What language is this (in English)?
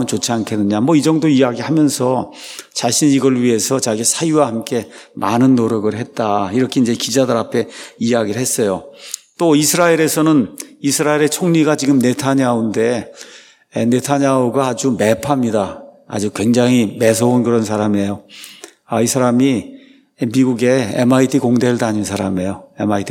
Korean